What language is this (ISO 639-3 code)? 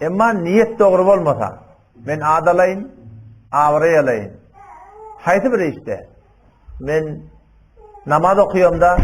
tuk